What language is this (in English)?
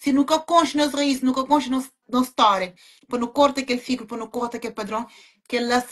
Kabuverdianu